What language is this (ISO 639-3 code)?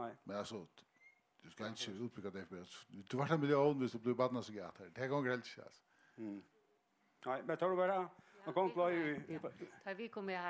fao